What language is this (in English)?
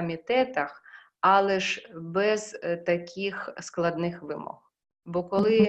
Ukrainian